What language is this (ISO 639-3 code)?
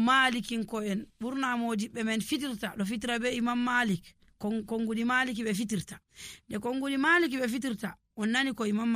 ful